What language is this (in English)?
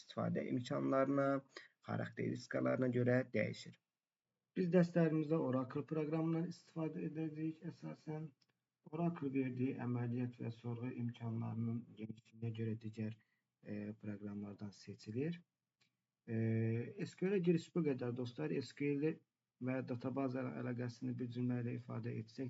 Azerbaijani